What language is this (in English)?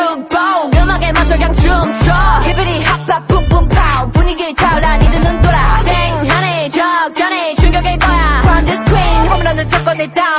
Korean